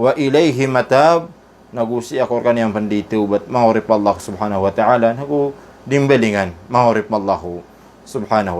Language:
Maranao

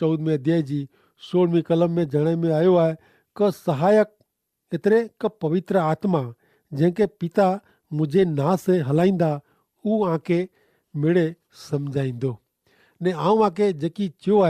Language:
Kachhi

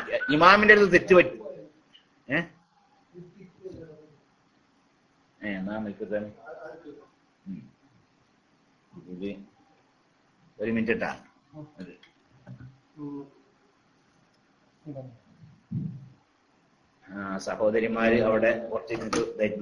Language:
Malayalam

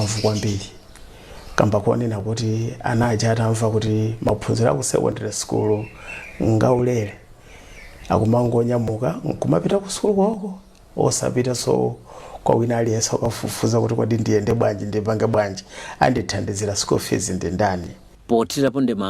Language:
Nyanja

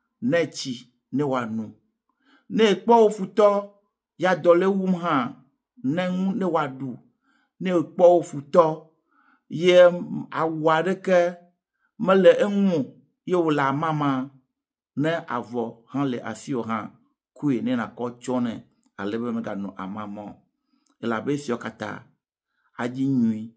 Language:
Ewe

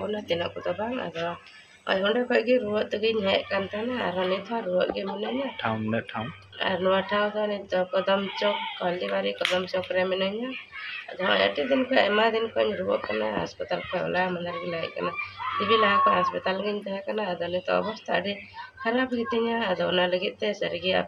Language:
Santali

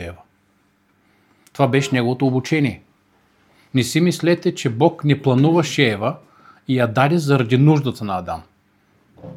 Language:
Bulgarian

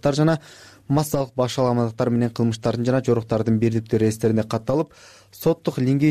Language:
Kyrgyz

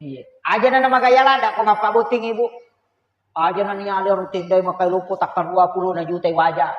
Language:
Buginese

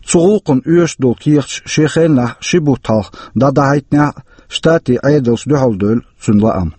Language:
Chechen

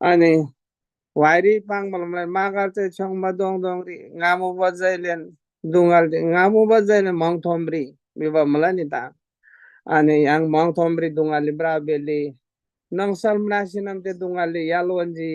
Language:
Eastern Tamang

